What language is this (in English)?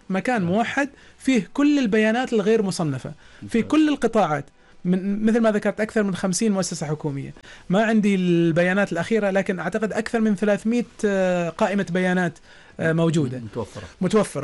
Arabic